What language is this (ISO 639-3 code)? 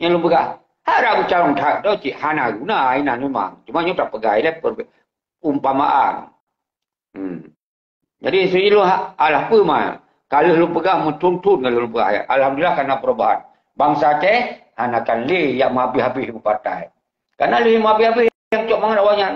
ace